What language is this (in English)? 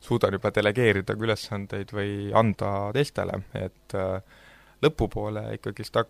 Estonian